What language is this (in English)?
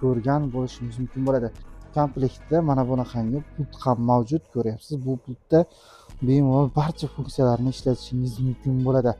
Uzbek